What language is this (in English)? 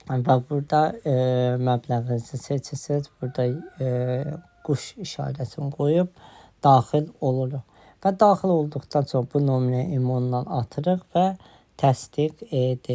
Azerbaijani